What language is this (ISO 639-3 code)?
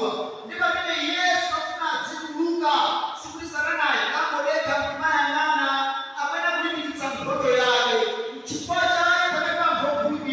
nya